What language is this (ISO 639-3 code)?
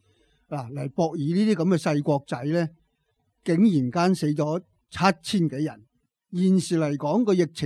yue